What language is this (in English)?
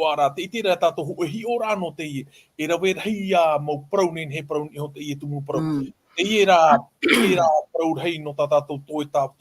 Tahitian